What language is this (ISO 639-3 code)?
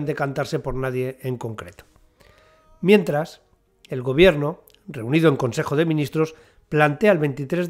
spa